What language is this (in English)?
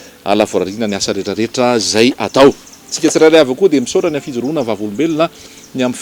Malagasy